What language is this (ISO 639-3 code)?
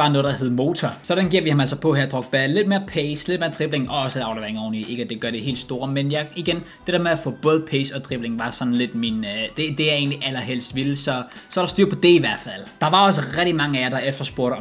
dan